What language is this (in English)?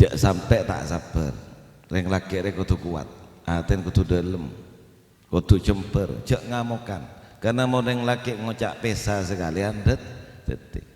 Madurese